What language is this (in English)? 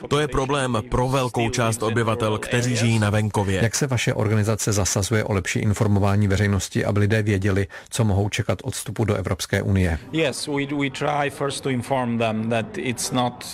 Czech